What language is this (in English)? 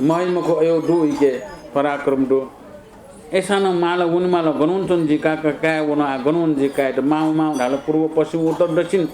Newari